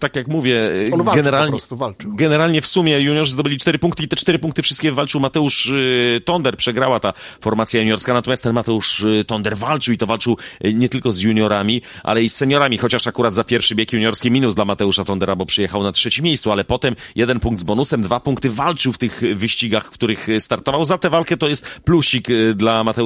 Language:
Polish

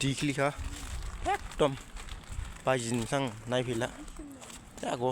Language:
Dimasa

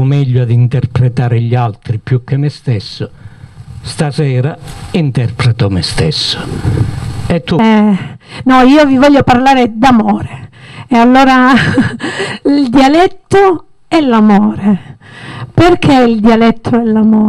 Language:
Italian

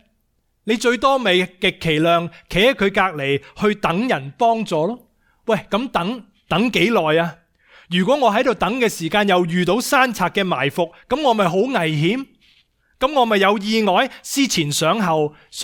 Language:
Cantonese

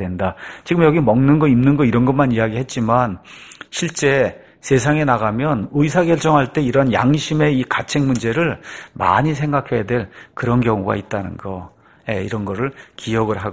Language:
Korean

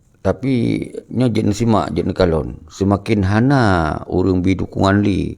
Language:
Achinese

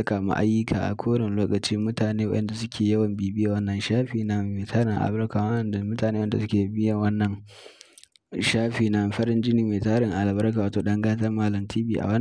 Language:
Hausa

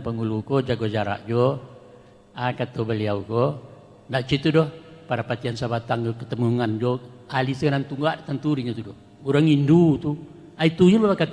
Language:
Minangkabau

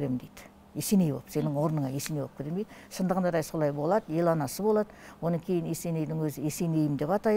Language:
Kazakh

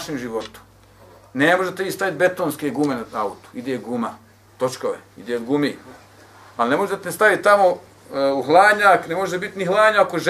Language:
Bosnian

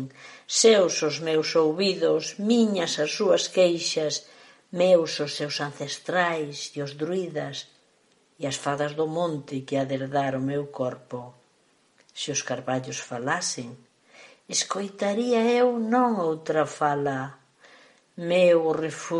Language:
Galician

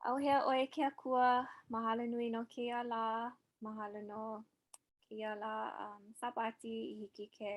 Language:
Hawaiian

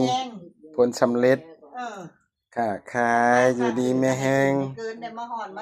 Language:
Lao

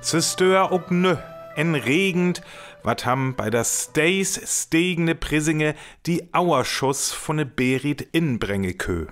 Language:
Northern Frisian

